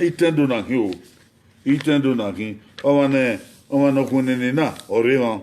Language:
Bini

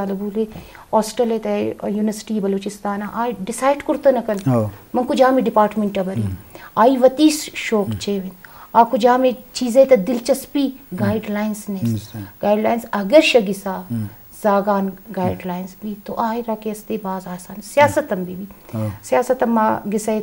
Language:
Eastern Balochi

